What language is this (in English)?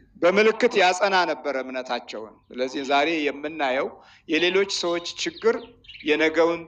Amharic